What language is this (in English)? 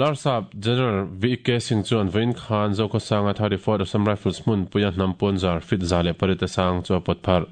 Mizo